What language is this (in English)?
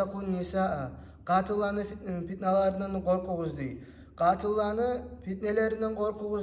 Kumyk